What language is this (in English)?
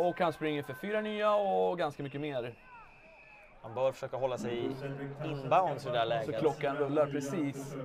Swedish